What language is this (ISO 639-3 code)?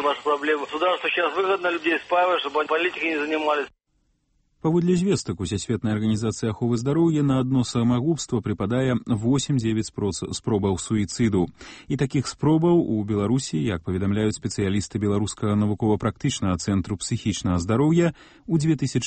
bel